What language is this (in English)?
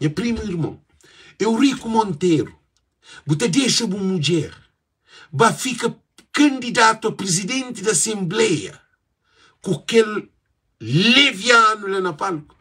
Kabuverdianu